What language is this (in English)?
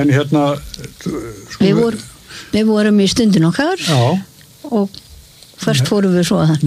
Icelandic